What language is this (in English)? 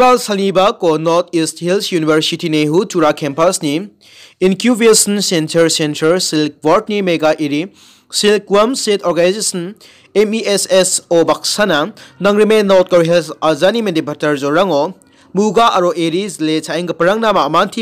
Garo